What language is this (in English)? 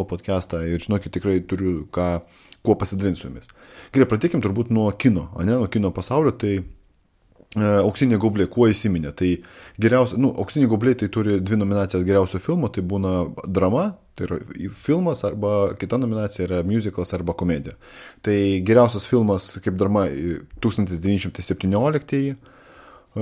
Lithuanian